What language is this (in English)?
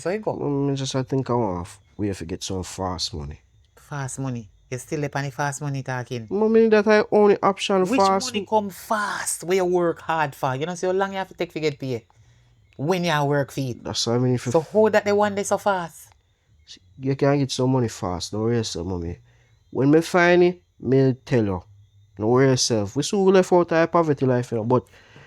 Jamaican Creole English